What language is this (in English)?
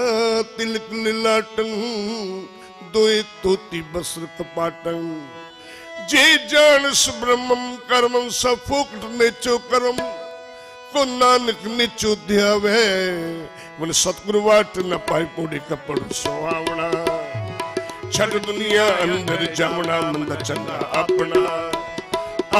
Punjabi